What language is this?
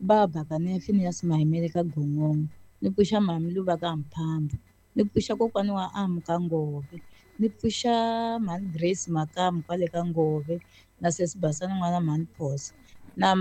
Tsonga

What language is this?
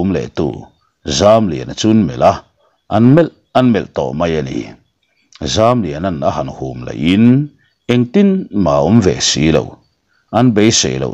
Mizo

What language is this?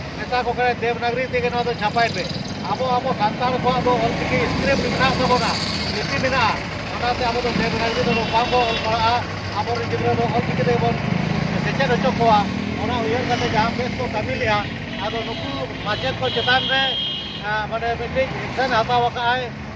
Santali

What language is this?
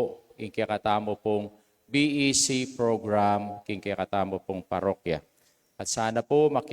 Pampanga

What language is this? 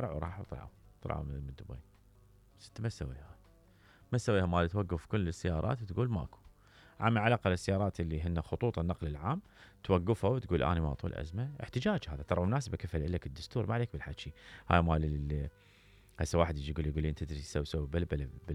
Mesopotamian Arabic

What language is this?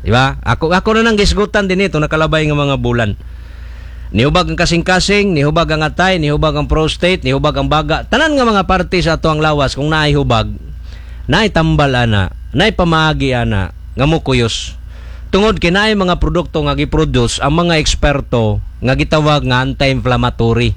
Cebuano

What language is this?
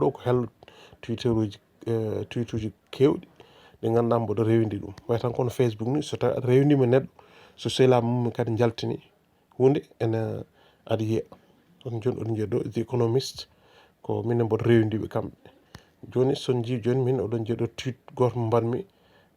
Fula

